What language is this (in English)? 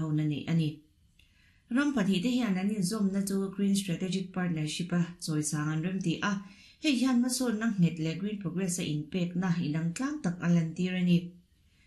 Mizo